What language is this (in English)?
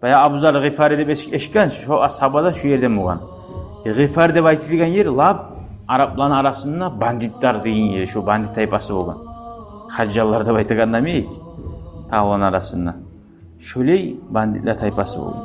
Kumyk